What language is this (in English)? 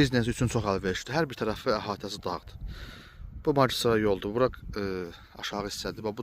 Azerbaijani